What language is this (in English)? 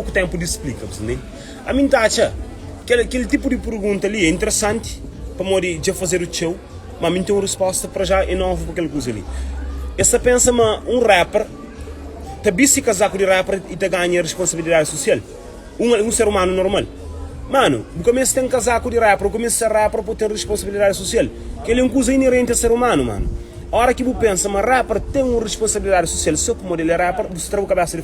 Kabuverdianu